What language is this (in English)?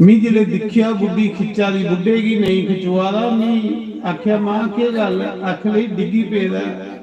Dogri